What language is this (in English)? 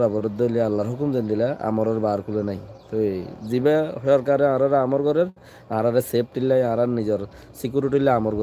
Rohingya